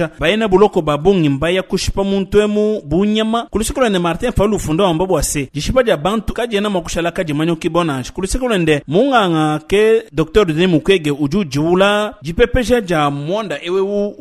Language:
Luba-Lulua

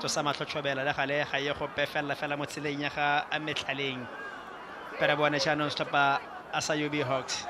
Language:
Tswana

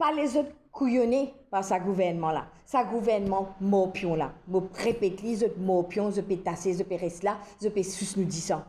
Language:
Morisyen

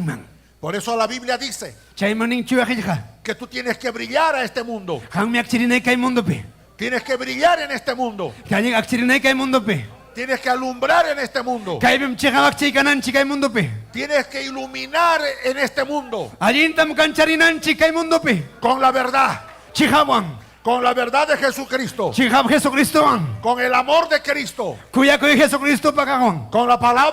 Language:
Ayacucho Quechua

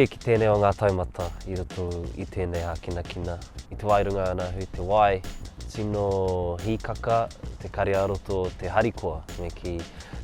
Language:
Māori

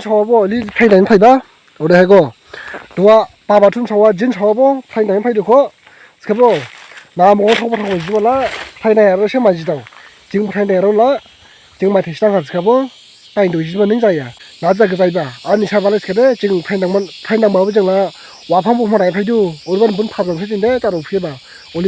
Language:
Dimasa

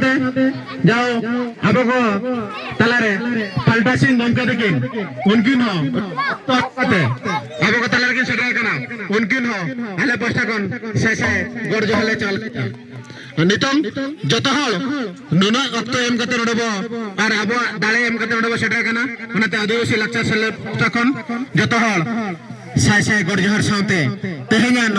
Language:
Santali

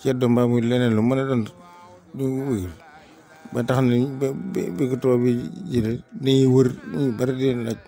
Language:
Wolof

